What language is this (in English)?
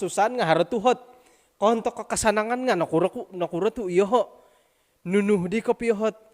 Central Dusun